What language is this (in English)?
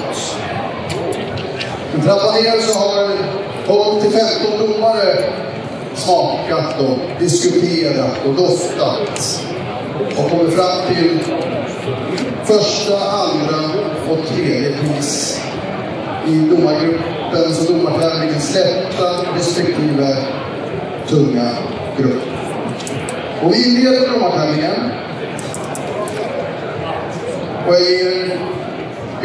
Swedish